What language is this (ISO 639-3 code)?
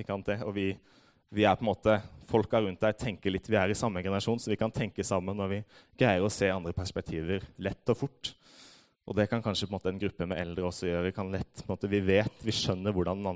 nor